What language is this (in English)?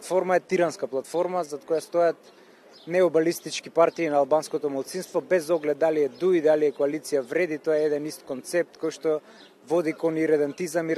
Macedonian